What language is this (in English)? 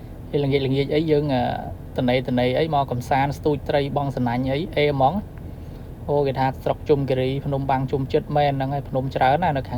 Khmer